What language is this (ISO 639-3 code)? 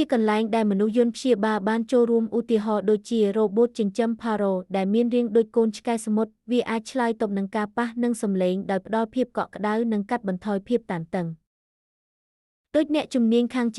khm